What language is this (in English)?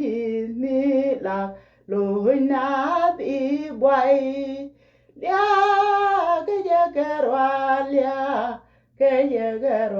Nuer